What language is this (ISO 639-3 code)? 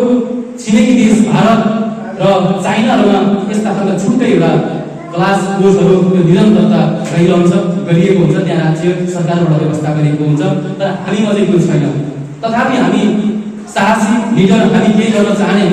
nep